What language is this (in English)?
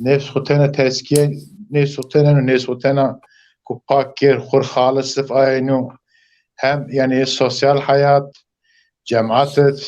Zaza